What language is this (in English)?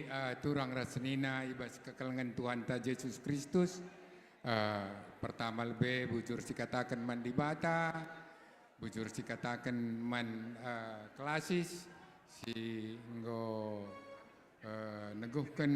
Batak Karo